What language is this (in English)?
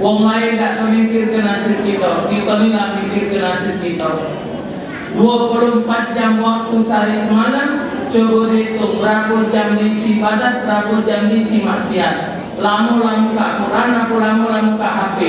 Musi